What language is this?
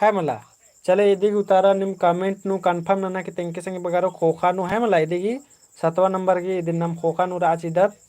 Kurukh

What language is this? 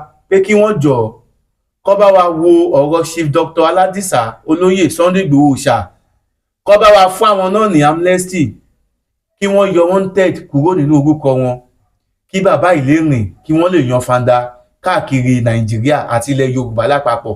Yoruba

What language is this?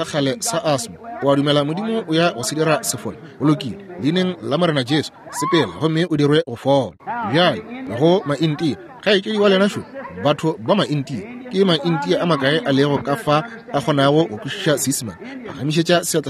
Northern Sotho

